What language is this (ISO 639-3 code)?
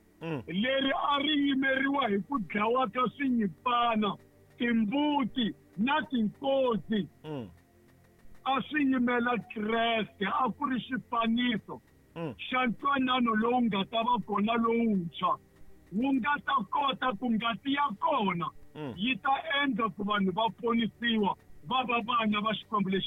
tso